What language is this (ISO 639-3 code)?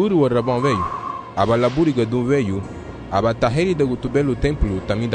cab